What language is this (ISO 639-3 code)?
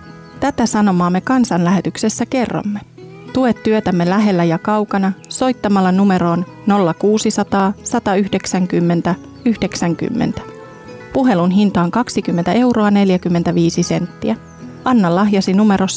fin